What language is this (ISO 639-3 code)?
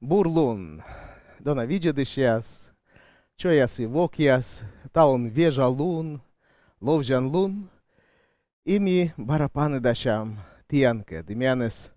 kom